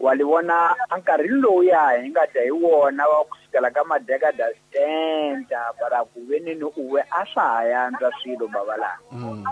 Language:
Tsonga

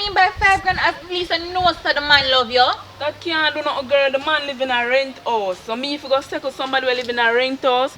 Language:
Jamaican Creole English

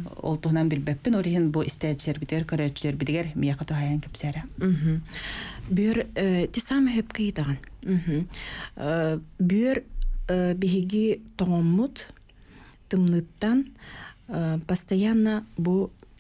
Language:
Yakut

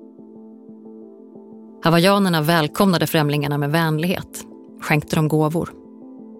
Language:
Swedish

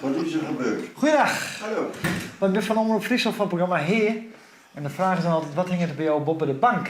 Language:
Western Frisian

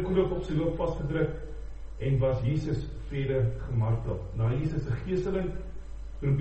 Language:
Afrikaans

